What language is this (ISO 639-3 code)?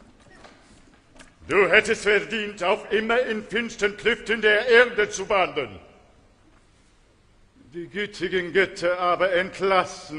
deu